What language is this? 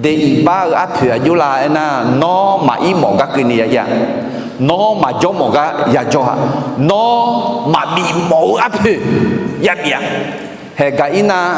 Akha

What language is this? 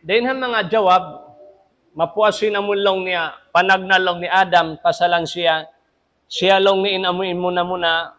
Tausug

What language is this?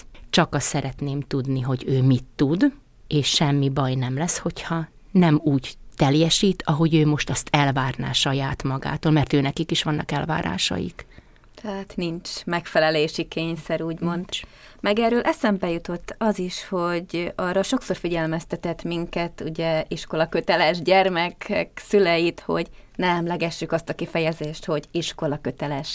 Hungarian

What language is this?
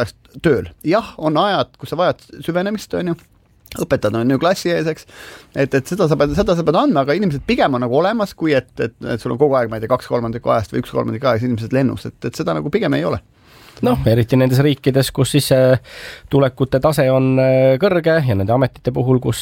Estonian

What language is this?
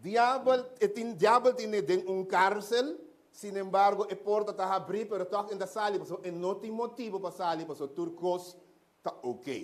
Papiamento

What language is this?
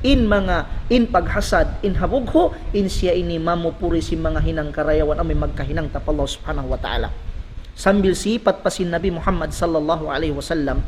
Tausug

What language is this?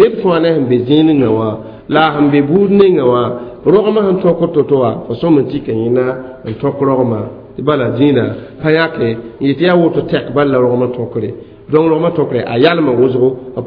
Mossi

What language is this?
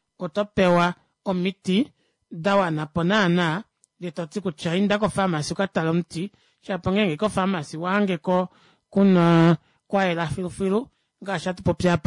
Kuanyama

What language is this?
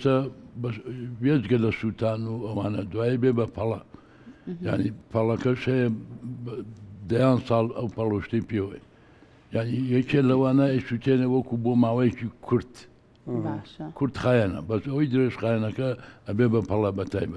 Central Kurdish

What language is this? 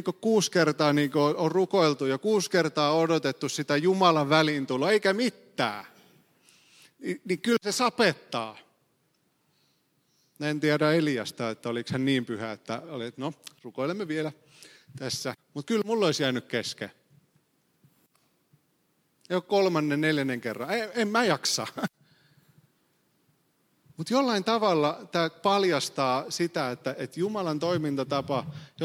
Finnish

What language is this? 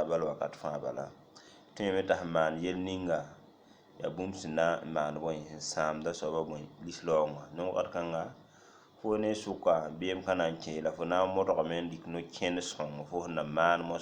Mossi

